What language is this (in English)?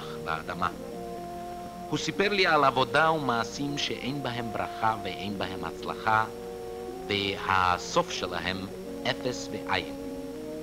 Hebrew